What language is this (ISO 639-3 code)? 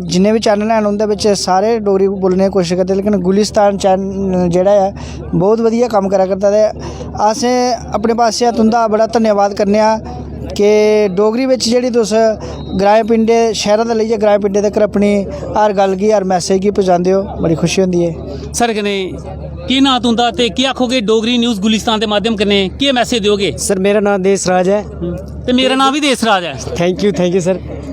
doi